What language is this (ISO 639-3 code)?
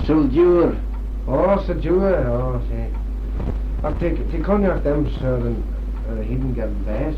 glv